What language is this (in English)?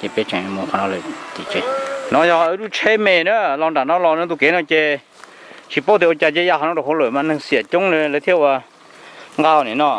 Hmong